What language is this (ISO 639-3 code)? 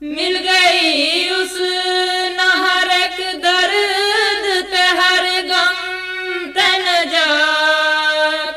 gju